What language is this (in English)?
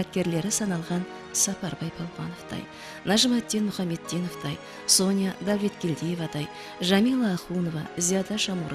Kara-Kalpak